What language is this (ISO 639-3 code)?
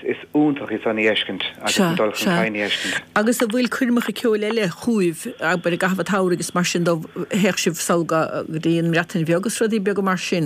gle